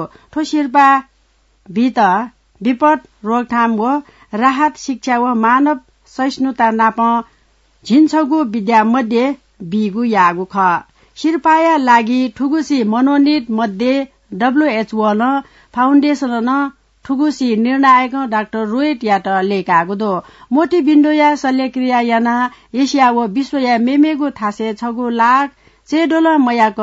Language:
Newari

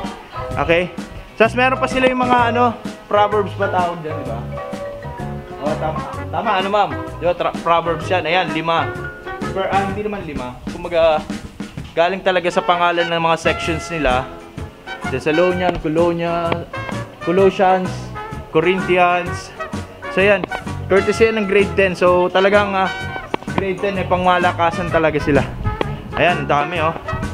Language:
Filipino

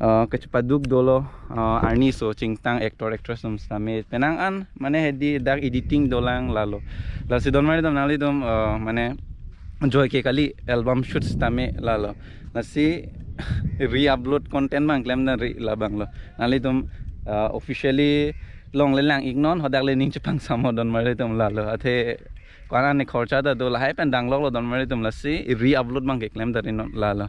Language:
Karbi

